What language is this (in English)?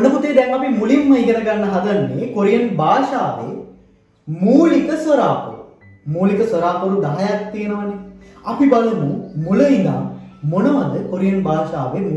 Sinhala